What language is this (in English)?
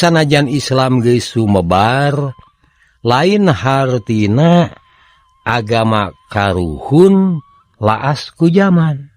Sundanese